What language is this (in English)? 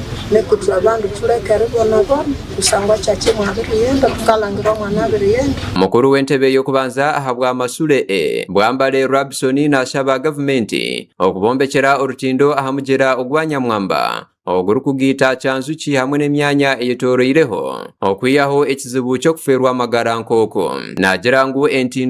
Nyankole